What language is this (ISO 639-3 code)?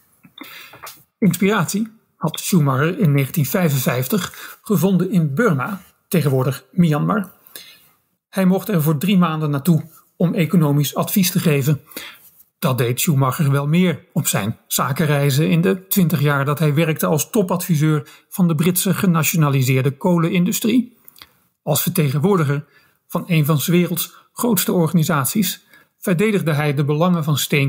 nld